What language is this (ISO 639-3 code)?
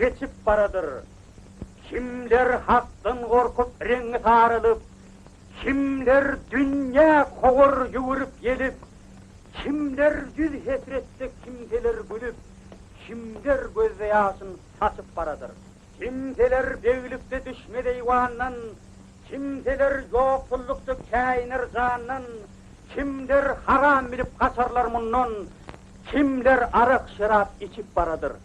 tuk